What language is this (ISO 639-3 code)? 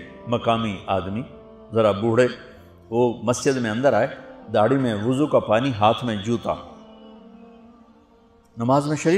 urd